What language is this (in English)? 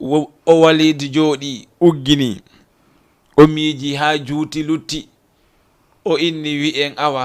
Fula